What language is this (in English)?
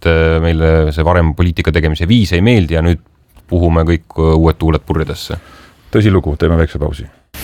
Estonian